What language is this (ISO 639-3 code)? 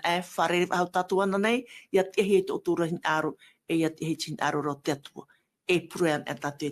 tah